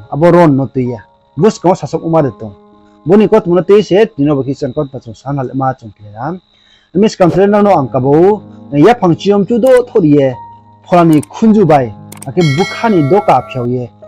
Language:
Riang (India)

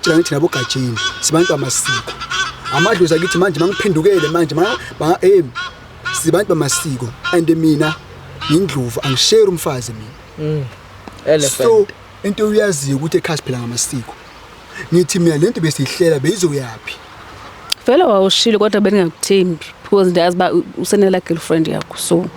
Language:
Zulu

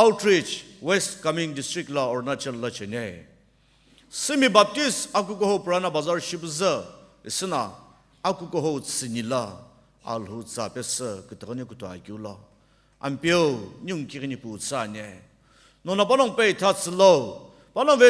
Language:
Sumi Naga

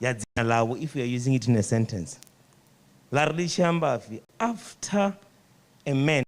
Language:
Venda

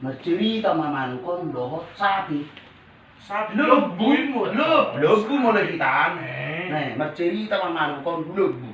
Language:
Batak Toba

